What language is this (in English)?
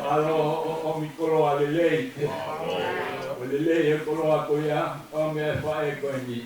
Tongan